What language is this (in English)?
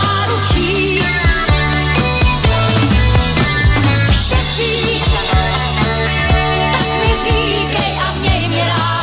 Czech